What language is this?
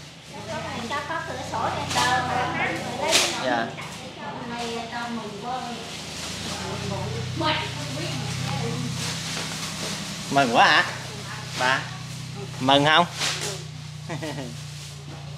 Vietnamese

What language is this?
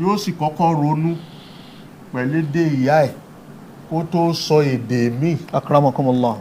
Yoruba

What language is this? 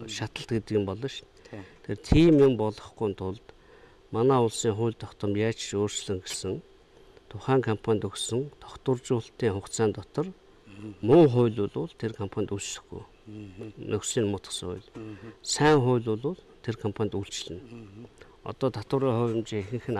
Mongolian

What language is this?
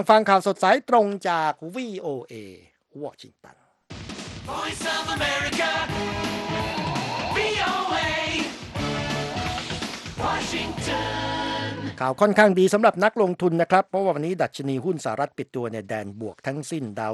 Thai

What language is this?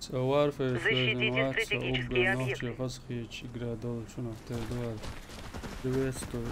Chechen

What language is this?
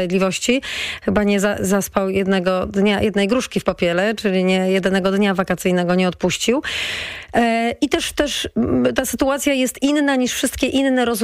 Polish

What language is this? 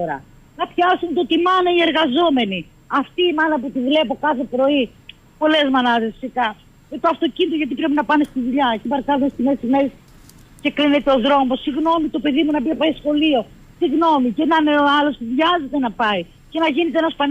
Greek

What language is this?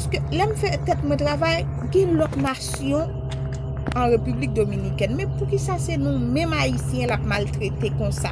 Haitian Creole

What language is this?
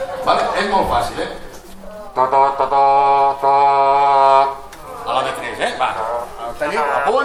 Catalan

